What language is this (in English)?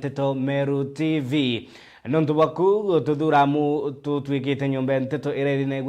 Meru